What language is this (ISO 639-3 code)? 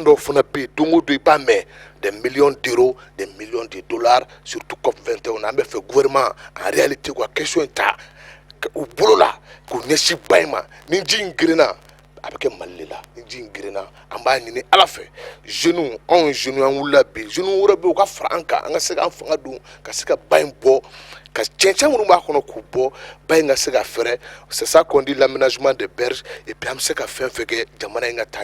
bam